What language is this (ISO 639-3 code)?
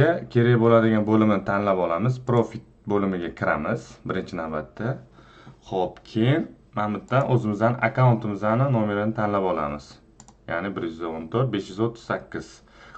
uzb